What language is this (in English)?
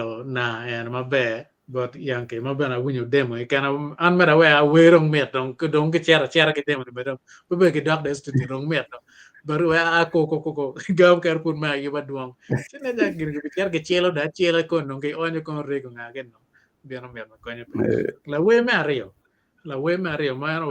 Acoli